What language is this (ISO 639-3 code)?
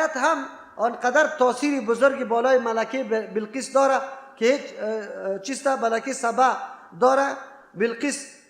fas